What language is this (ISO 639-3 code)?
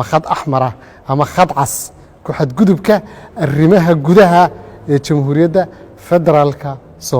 som